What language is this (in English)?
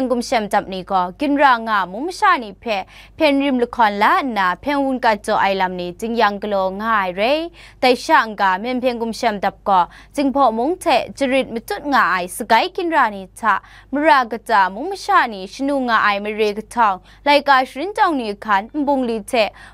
Kachin